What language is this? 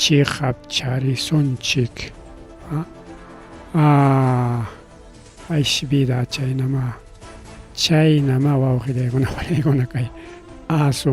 Ayacucho Quechua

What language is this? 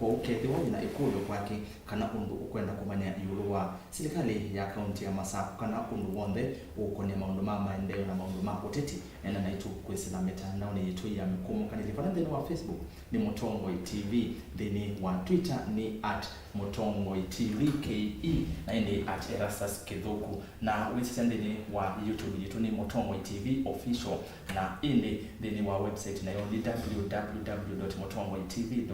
Kamba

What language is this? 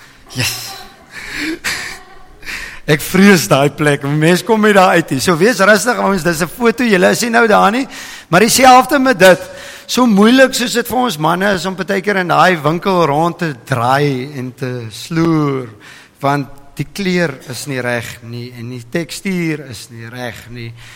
Afrikaans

